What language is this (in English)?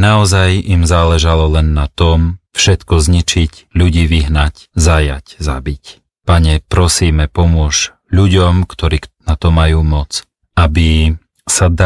Slovak